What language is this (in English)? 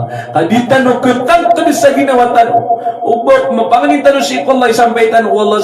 Maranao